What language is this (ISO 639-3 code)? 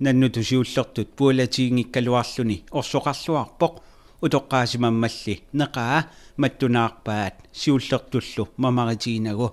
kal